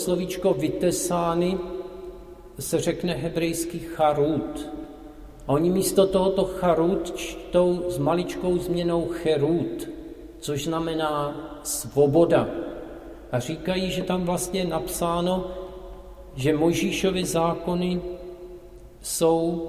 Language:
Czech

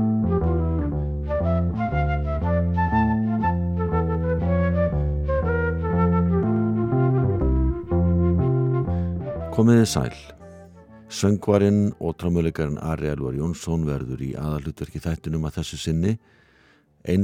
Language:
Icelandic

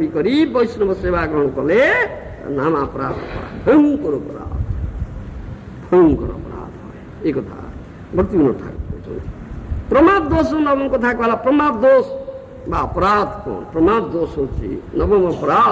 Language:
Odia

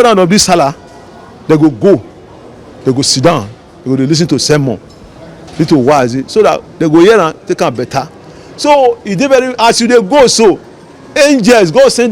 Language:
Nigerian Pidgin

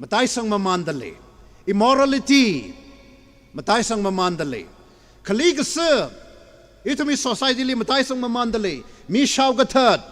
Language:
Tangkhul Naga (India)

